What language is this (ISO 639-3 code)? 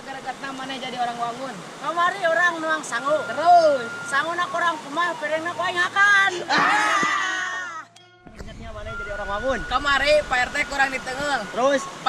sun